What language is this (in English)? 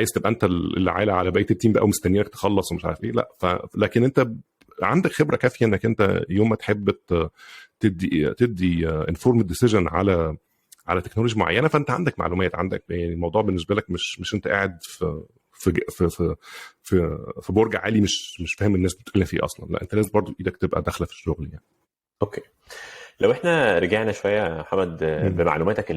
Egyptian Arabic